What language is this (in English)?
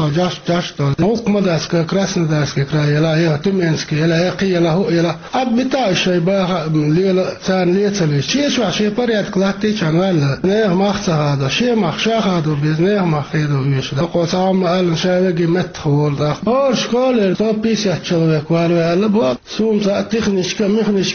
Chechen